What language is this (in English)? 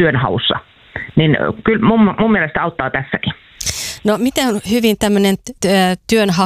Finnish